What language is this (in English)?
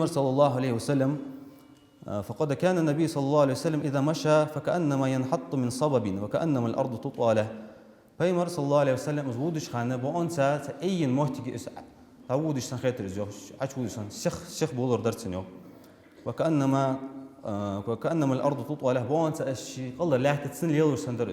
Ingush